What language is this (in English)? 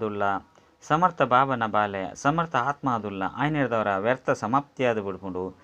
Tulu